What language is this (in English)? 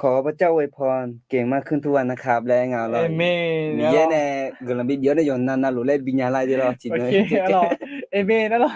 Akha